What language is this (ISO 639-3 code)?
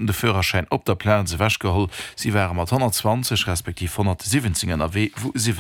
ltz